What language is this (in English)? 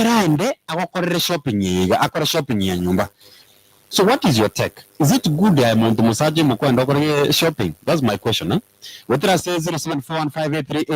Gusii